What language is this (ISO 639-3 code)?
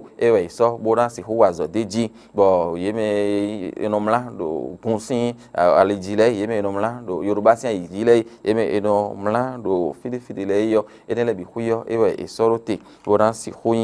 fon